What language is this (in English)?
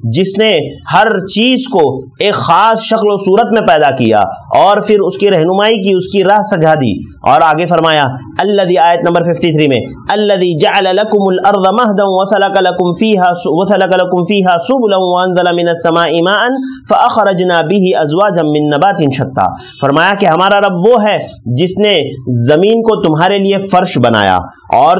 Urdu